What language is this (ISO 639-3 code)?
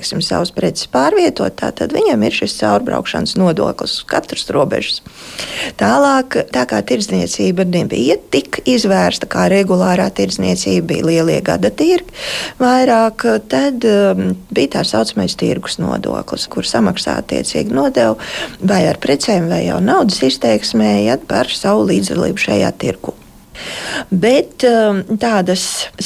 lav